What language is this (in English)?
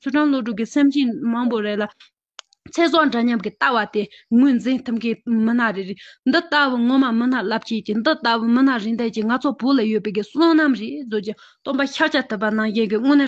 Tibetan